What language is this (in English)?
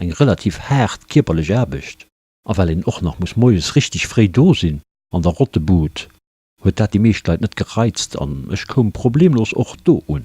Luxembourgish